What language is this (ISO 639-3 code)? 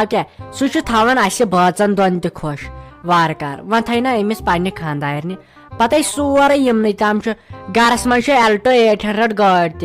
kas